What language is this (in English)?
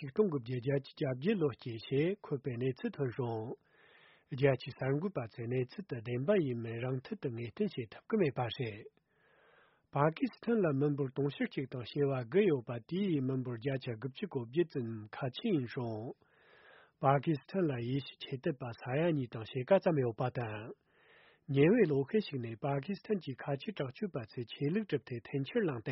Tibetan